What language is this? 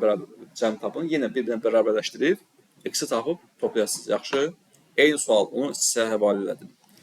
Azerbaijani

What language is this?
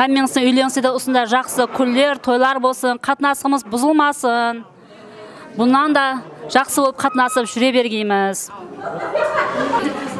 Kara-Kalpak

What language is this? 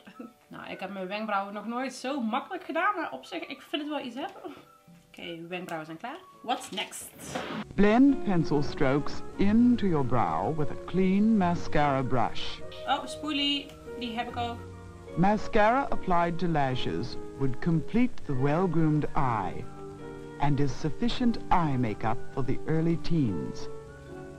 Dutch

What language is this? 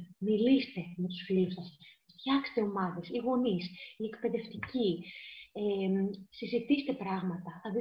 Greek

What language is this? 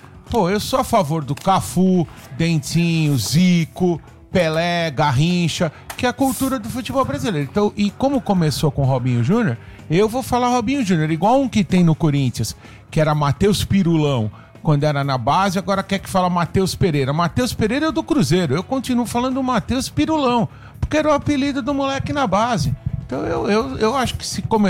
Portuguese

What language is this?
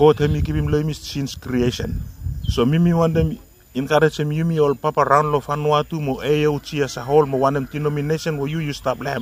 Bislama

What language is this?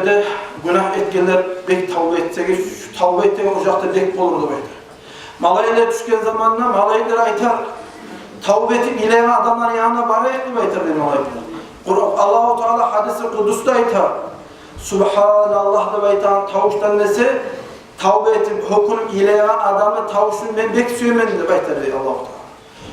Kumyk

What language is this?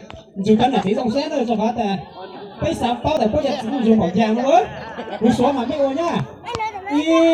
Hmong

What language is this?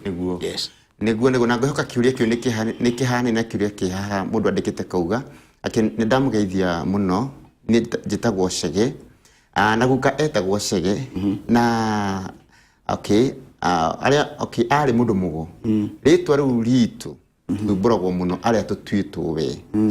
Kikuyu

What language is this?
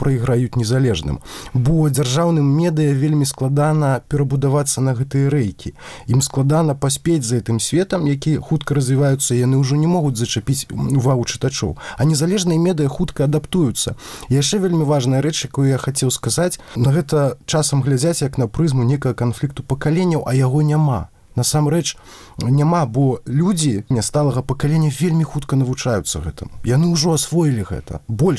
Belarusian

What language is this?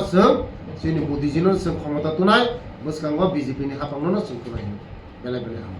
Kok Borok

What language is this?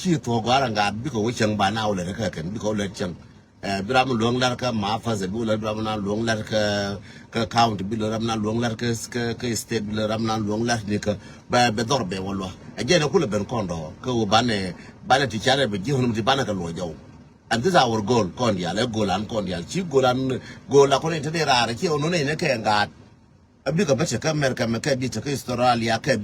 Nuer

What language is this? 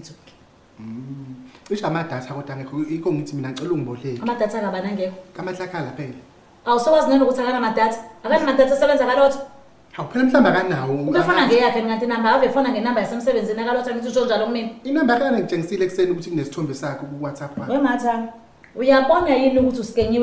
Zulu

